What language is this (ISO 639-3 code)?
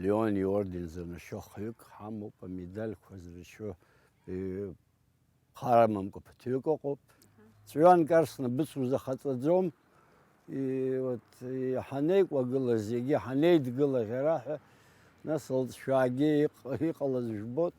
abk